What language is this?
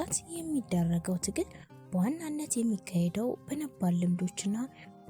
Amharic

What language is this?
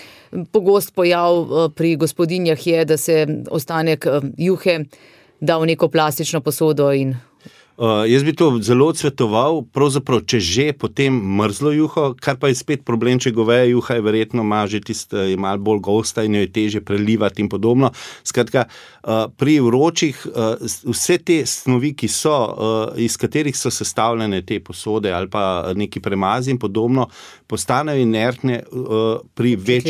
Slovenian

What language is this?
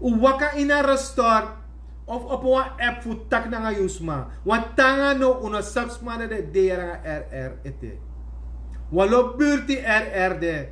Sranan Tongo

